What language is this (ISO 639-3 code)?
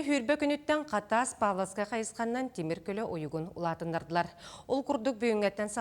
sah